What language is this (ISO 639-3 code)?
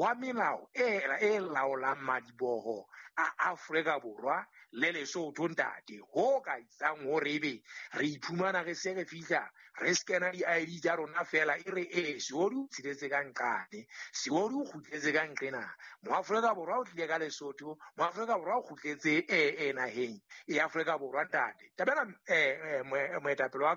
sot